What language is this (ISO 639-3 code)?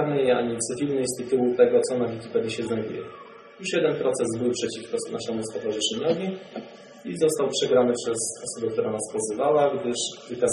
pol